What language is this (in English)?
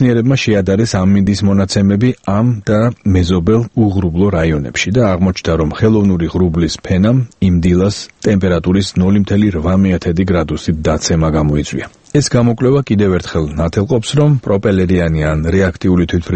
Georgian